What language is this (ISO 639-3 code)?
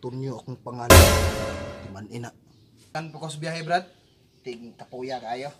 ceb